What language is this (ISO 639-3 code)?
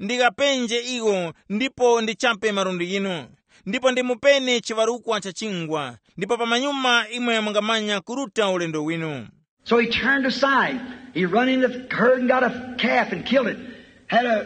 tum